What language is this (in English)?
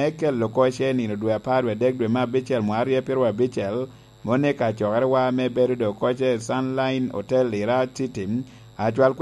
Lango (Uganda)